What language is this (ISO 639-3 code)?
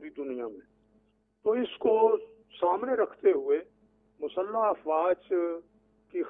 urd